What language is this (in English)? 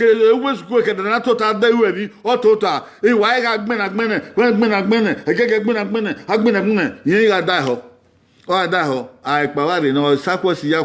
Bini